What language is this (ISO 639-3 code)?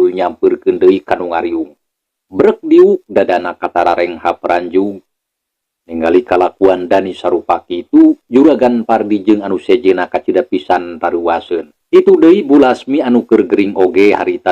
sun